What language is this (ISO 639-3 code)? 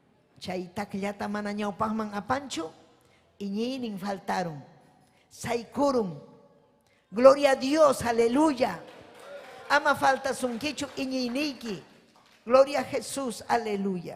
quy